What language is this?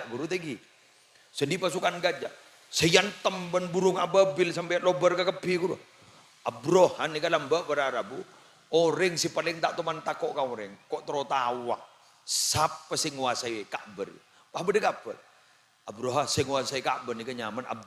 Madurese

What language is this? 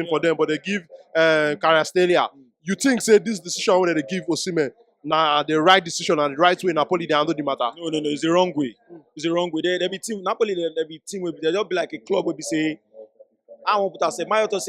Nigerian Pidgin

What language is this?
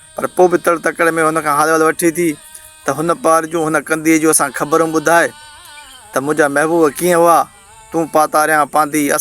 Sindhi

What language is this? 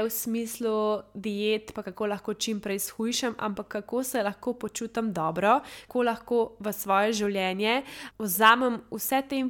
Slovenian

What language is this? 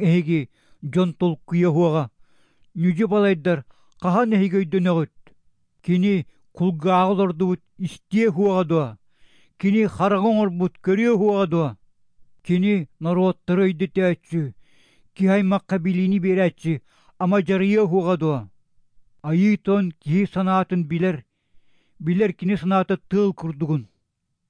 Yakut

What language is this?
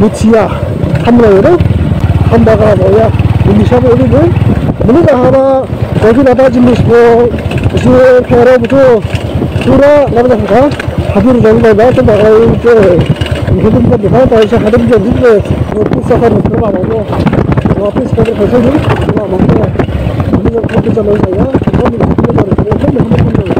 Dimasa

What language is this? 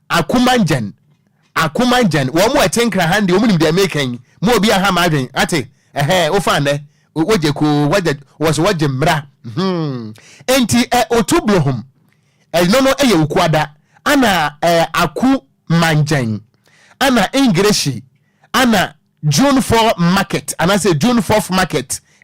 Akan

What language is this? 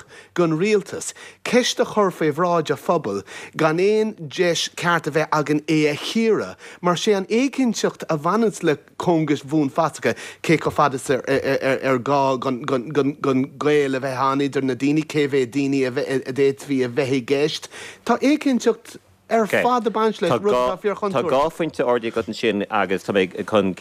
Irish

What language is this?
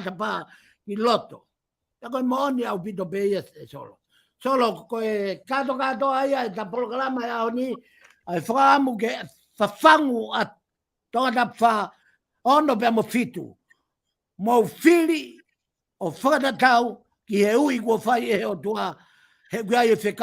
Tongan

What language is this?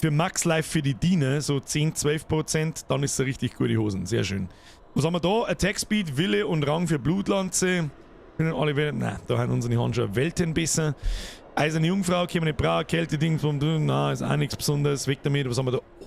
Bavarian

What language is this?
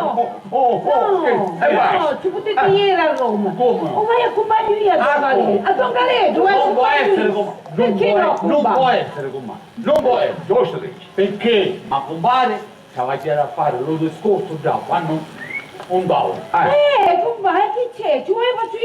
Sicilian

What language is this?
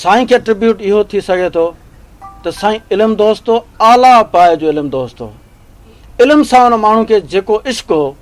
Sindhi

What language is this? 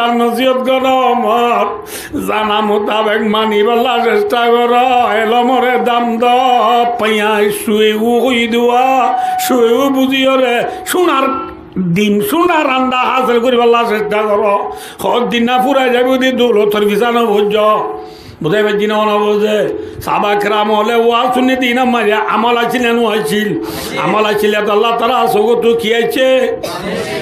Rohingya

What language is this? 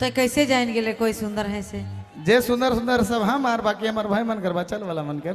Sadri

